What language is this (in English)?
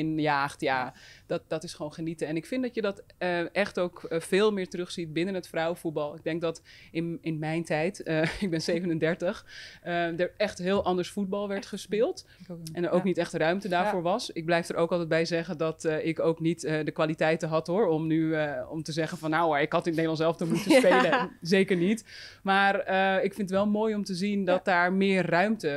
Dutch